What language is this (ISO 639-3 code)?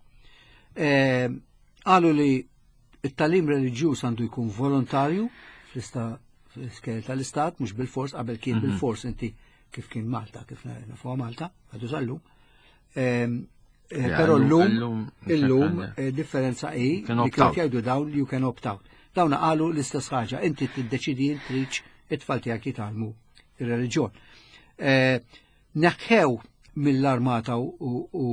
mlt